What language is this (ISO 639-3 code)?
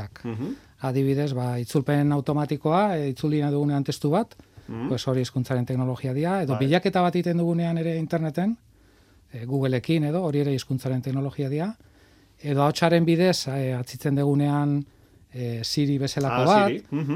eus